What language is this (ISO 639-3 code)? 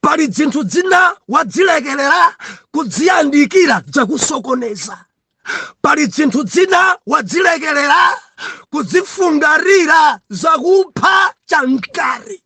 nya